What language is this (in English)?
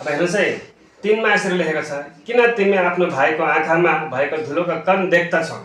Nepali